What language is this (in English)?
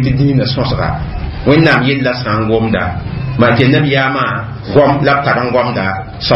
Mossi